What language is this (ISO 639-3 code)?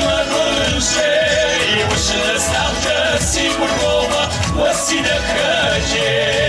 kbd